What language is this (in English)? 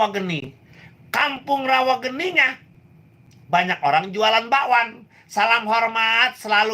Betawi